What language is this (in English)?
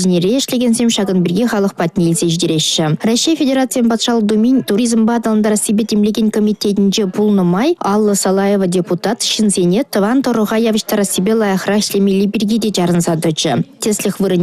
Chuvash